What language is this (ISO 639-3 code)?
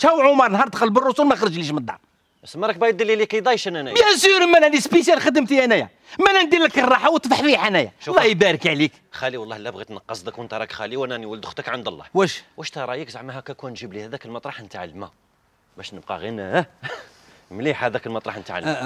arq